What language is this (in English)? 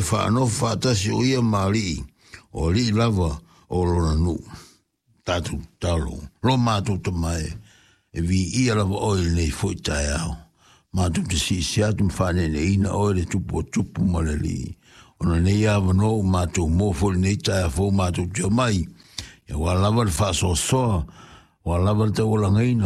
Samoan